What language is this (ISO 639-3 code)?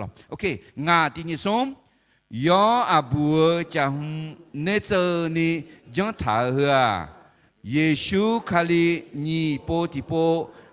ahk